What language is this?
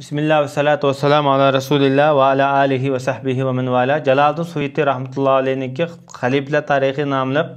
Uyghur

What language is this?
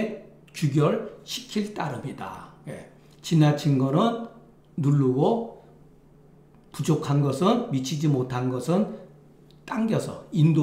Korean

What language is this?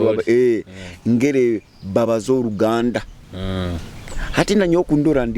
Nyoro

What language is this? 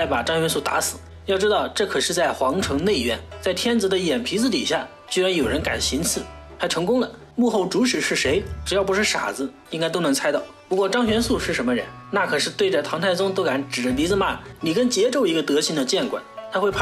Chinese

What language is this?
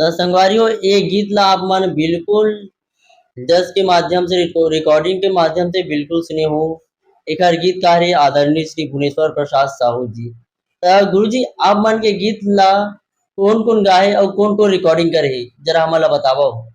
Chhattisgarhi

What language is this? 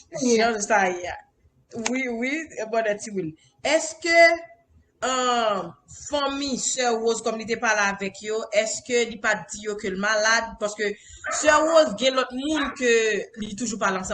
Haitian Creole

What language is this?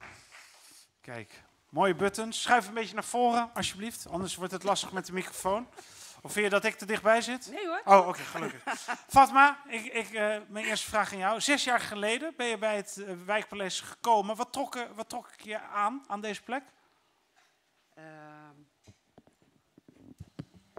Dutch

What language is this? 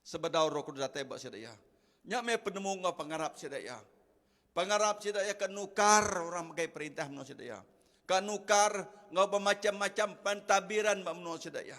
Iban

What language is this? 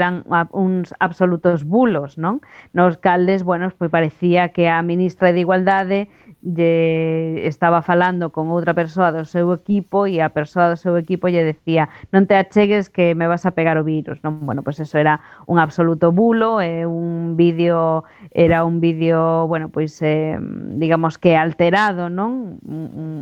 Galician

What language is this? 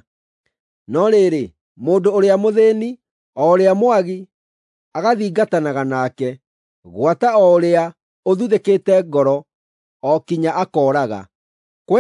Kikuyu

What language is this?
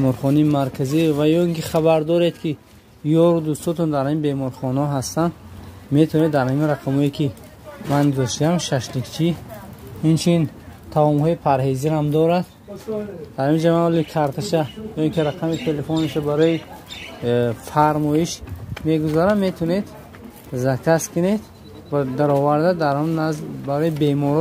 Tajik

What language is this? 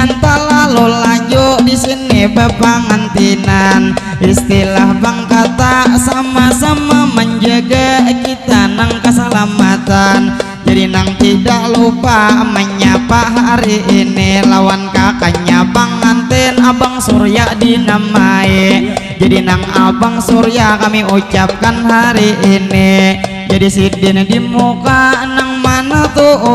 Banjar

